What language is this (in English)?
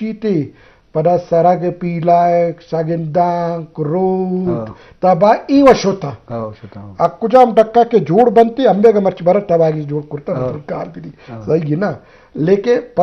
Eastern Balochi